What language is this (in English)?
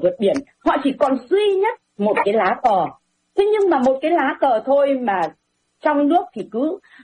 Vietnamese